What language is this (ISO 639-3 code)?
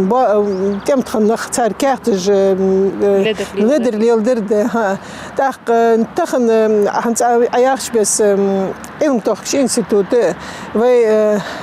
inh